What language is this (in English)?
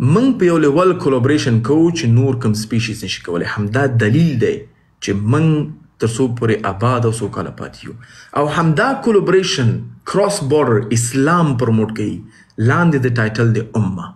Pashto